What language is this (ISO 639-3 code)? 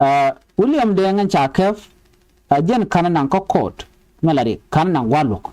nus